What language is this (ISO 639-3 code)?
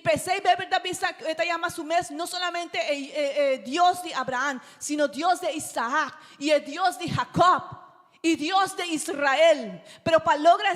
pap